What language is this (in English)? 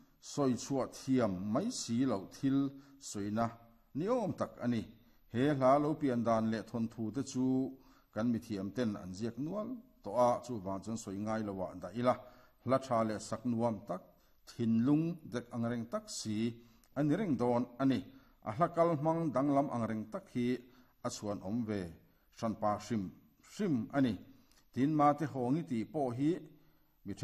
Mizo